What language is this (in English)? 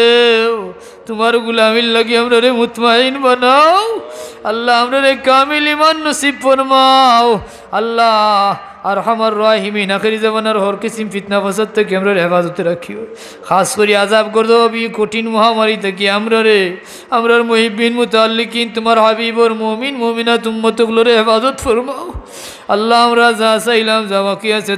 Sylheti